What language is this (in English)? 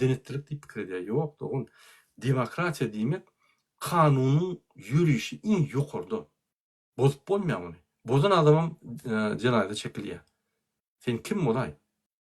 Turkmen